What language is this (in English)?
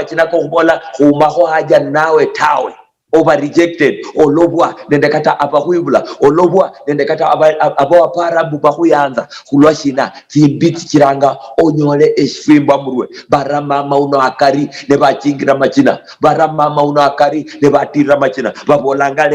Luyia